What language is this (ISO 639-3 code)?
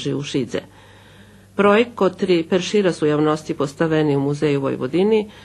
rue